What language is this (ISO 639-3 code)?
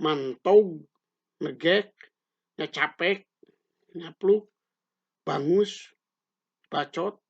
sun